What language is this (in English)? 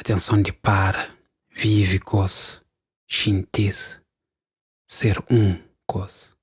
Kabuverdianu